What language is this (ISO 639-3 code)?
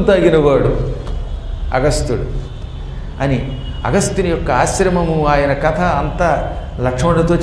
tel